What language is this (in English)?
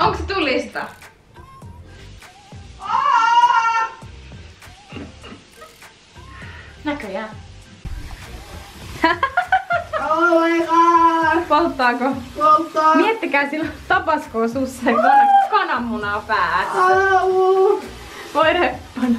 Finnish